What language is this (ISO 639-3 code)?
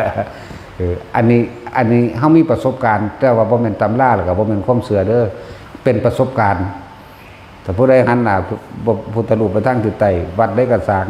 tts